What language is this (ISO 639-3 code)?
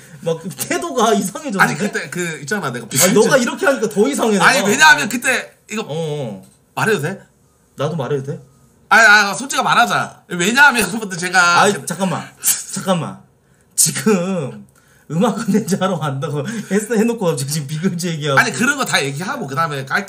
kor